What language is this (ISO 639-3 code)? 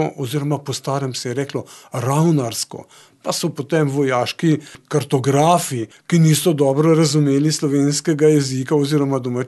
slv